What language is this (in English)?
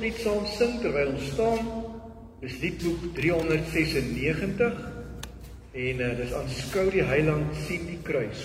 Afrikaans